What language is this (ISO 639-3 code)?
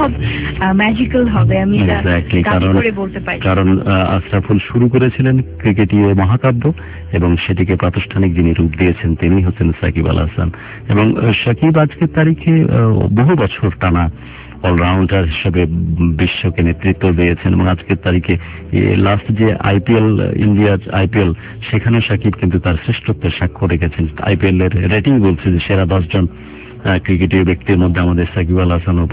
ben